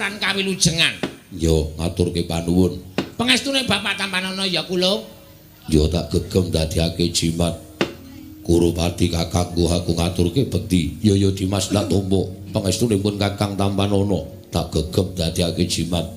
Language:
Javanese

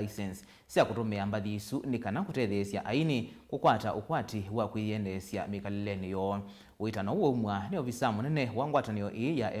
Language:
Kamba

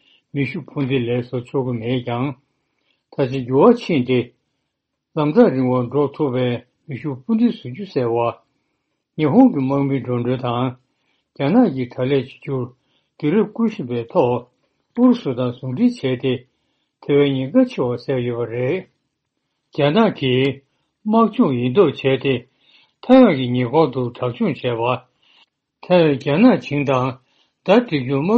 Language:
Tibetan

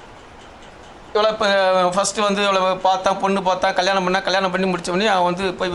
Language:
Tamil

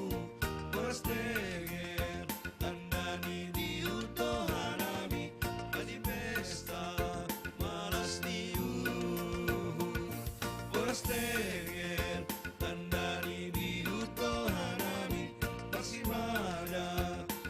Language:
Batak Simalungun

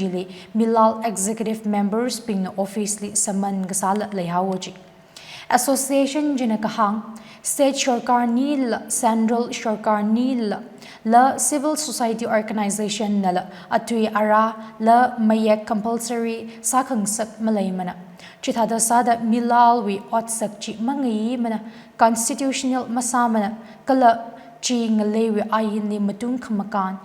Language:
Tangkhul Naga (India)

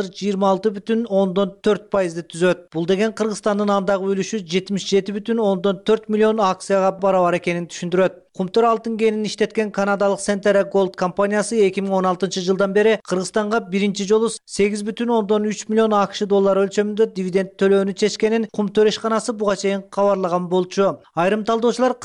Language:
Kyrgyz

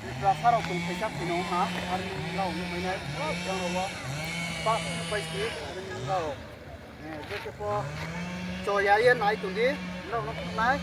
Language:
Riang (India)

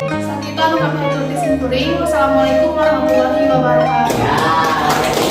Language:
Sundanese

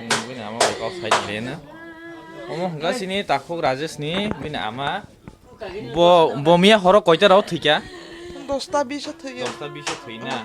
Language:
Kok Borok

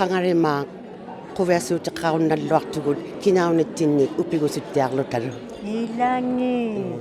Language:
Inuktitut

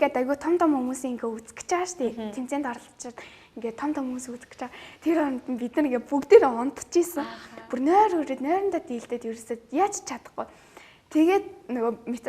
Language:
Mongolian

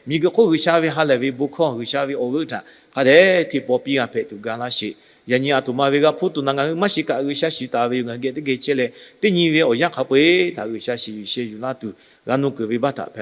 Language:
Lahu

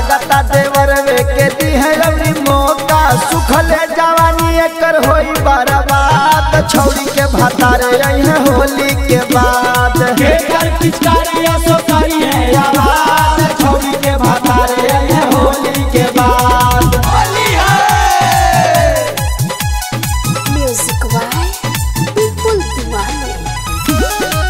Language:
Bhojpuri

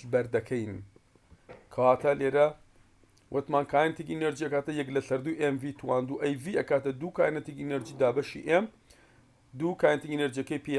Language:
Central Kurdish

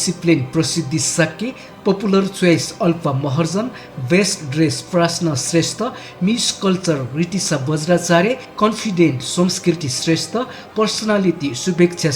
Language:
Newari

